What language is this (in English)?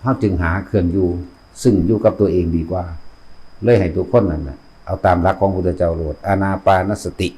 Northeastern Thai